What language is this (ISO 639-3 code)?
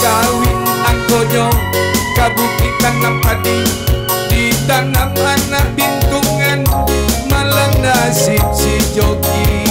min